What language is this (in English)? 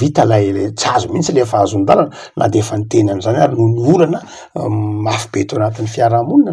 Malagasy